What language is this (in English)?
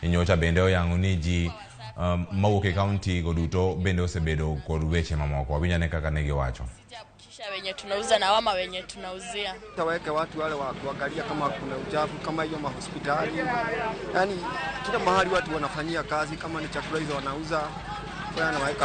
Luo (Kenya and Tanzania)